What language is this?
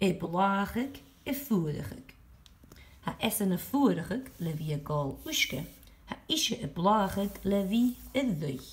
Scottish Gaelic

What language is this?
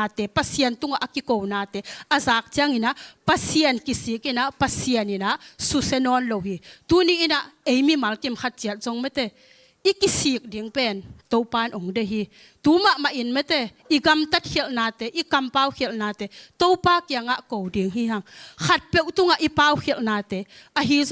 Tedim Chin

